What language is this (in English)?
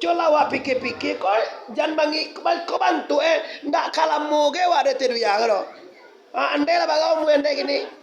Minangkabau